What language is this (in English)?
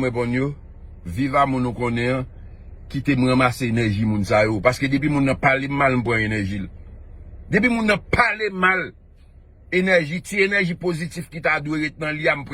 Haitian Creole